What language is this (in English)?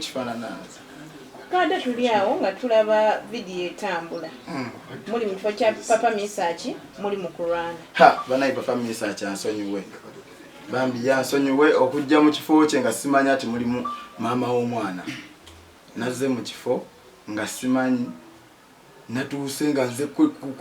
Ganda